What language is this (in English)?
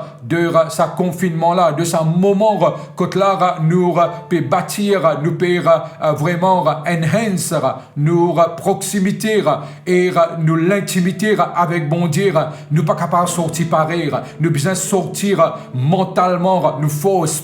Morisyen